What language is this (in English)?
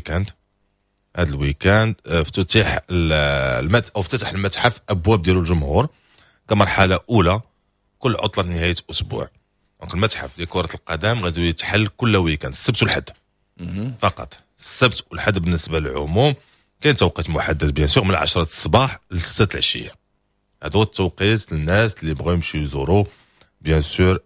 Moroccan Arabic